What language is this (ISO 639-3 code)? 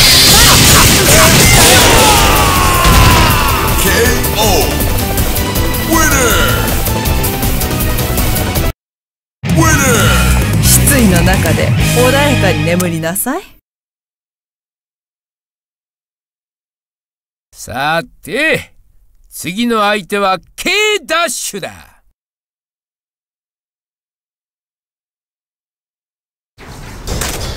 jpn